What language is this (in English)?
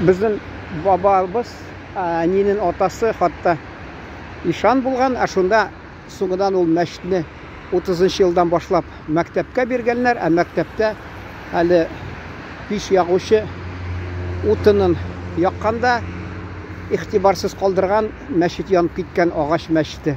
Tatar